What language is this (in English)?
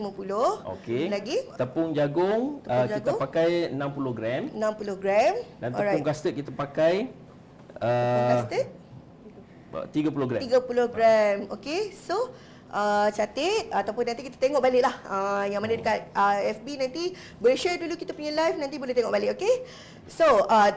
Malay